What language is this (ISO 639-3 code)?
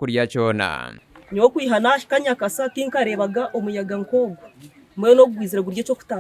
nyn